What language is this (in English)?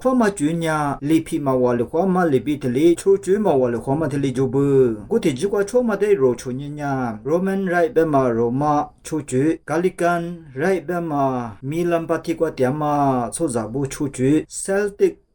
Lisu